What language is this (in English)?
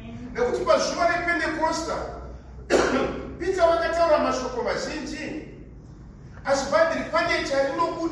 Shona